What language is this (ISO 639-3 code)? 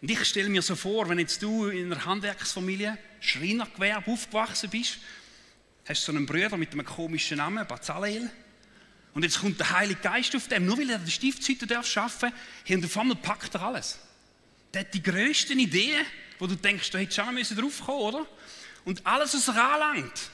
gsw